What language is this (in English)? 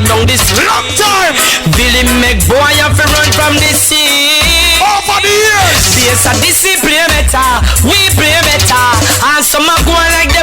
Jamaican Creole English